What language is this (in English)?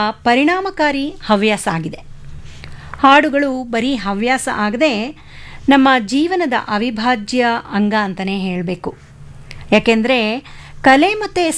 Kannada